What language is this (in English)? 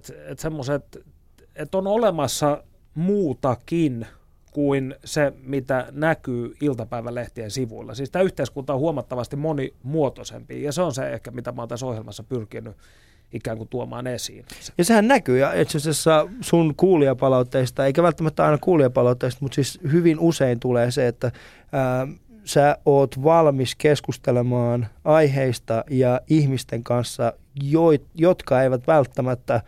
Finnish